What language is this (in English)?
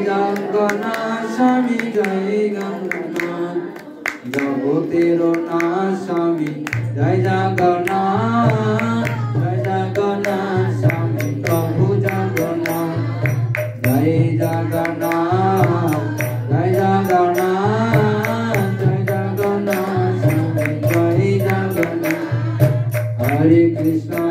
Bangla